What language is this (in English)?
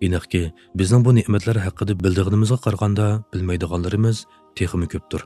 Uyghur